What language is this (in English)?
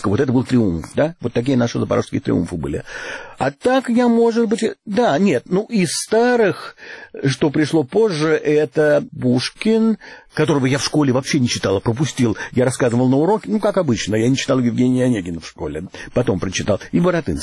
Russian